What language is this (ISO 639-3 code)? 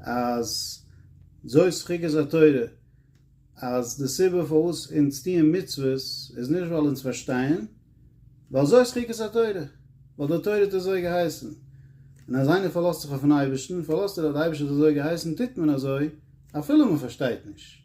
yid